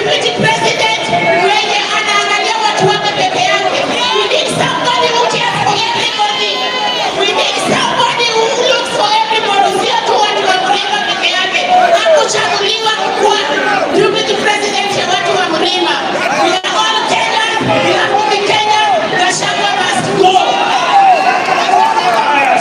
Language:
Swahili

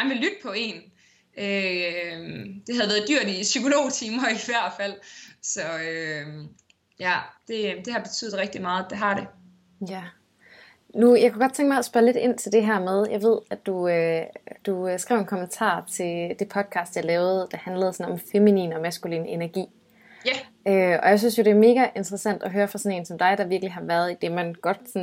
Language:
Danish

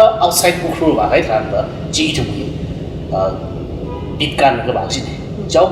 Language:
Tangkhul Naga (India)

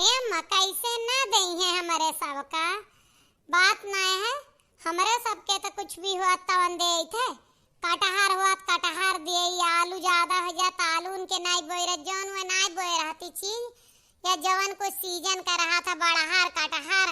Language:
Awadhi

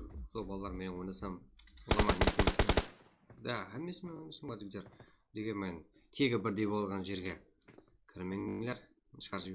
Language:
Kara-Kalpak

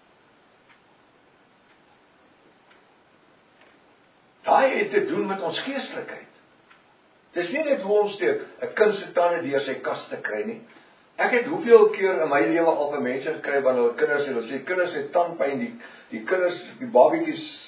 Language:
Afrikaans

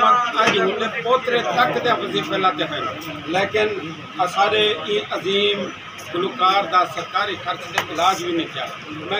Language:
Saraiki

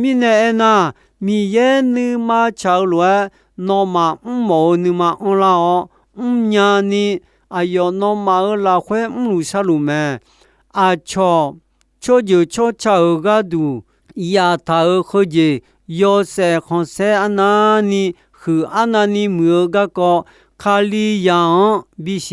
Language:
Akha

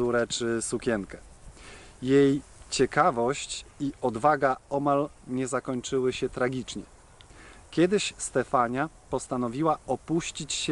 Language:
Polish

